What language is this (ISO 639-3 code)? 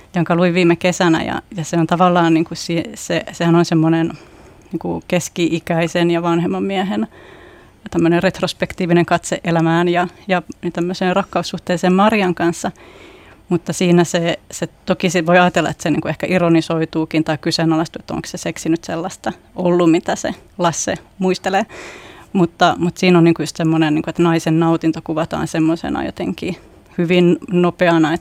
fin